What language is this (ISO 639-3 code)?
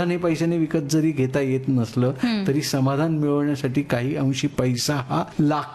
mar